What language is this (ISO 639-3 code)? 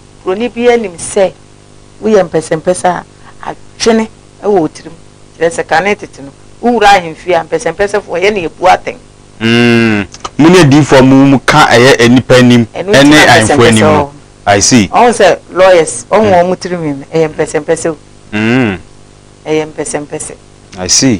aka